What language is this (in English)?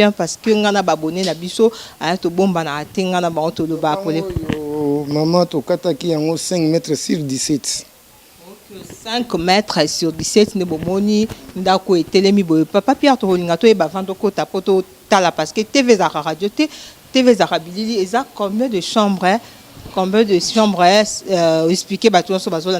Lingala